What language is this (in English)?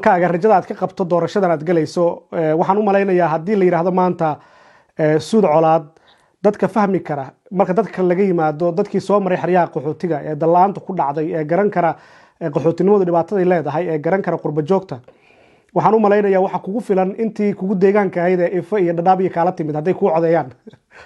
Somali